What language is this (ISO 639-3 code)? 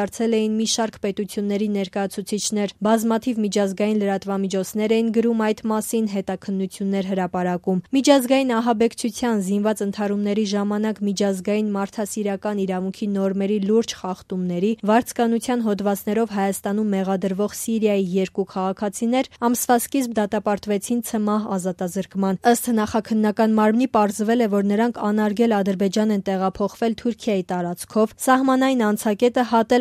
hye